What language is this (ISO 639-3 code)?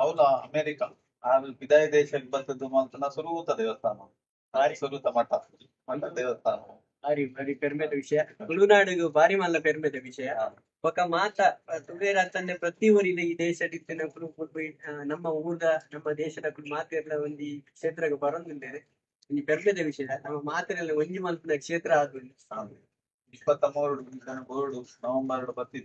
tcy